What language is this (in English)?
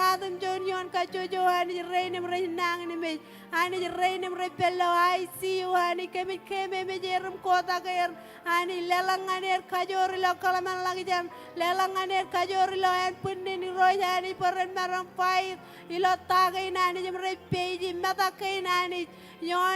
Marshallese